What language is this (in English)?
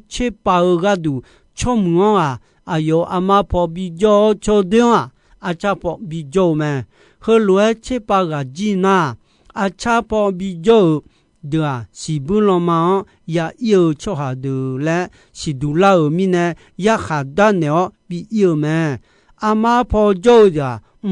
Akha